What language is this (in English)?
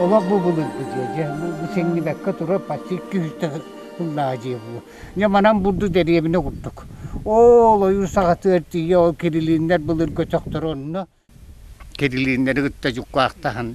Yakut